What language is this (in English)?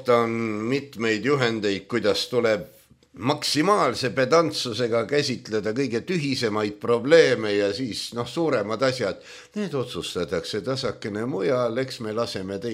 Estonian